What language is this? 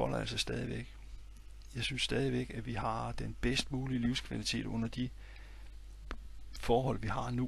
Danish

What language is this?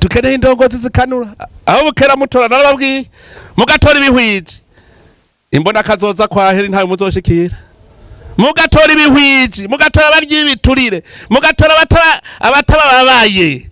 Rundi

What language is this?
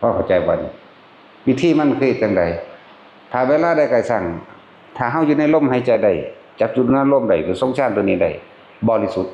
Northeastern Thai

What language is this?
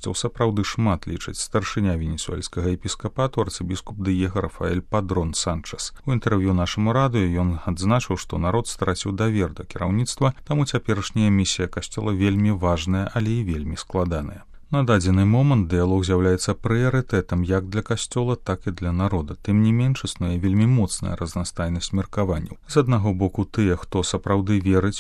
Belarusian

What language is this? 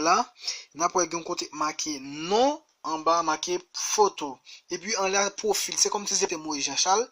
Haitian Creole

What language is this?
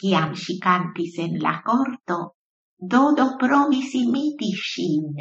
Esperanto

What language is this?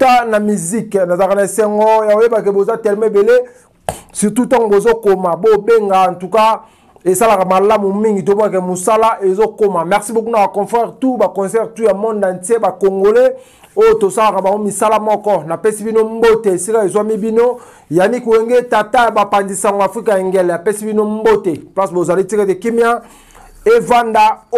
Lingala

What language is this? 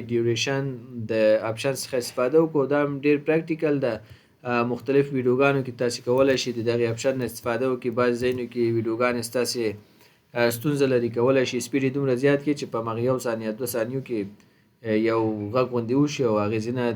Pashto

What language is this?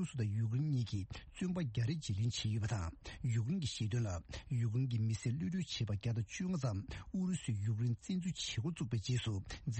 Tibetan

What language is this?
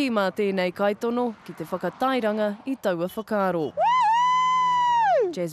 Māori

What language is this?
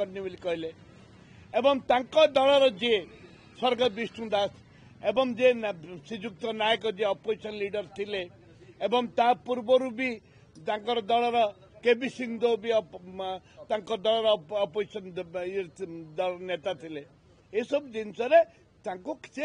Odia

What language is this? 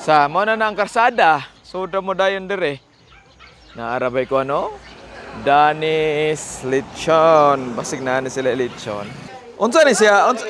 Cebuano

